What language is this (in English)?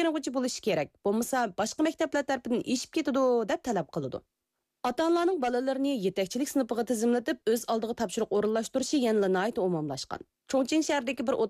Uyghur